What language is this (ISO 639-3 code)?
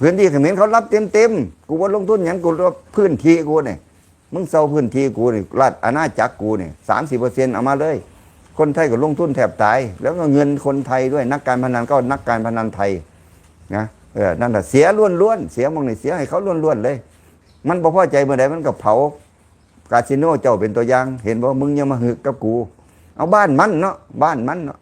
lao